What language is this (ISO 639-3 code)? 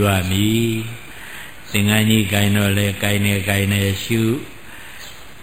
mya